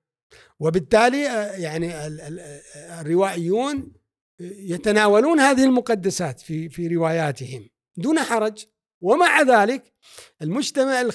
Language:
Gulf Arabic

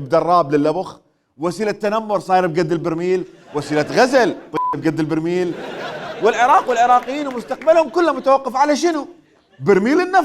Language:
Mesopotamian Arabic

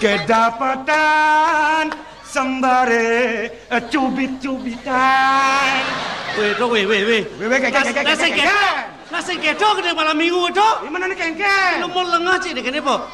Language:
Balinese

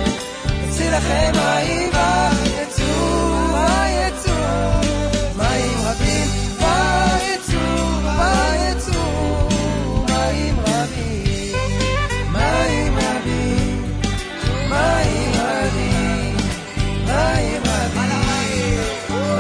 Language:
Hebrew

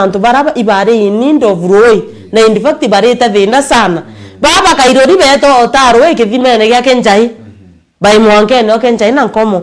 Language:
Meru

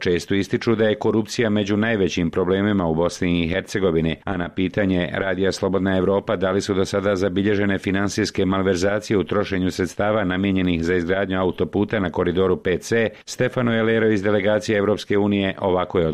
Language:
Bosnian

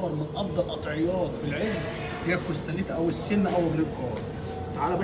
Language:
Egyptian Arabic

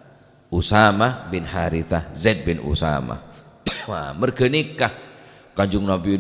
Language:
Madurese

